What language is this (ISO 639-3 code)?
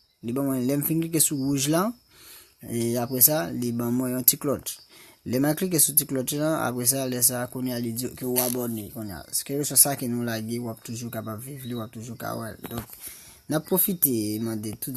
hat